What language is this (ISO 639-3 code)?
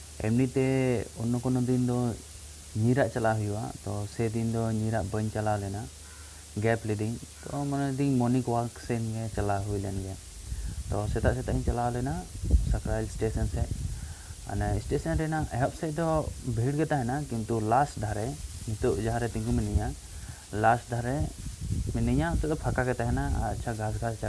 sat